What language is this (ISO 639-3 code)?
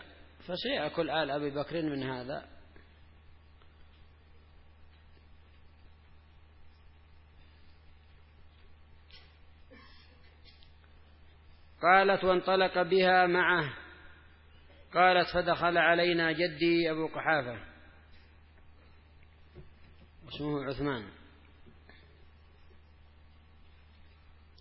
ara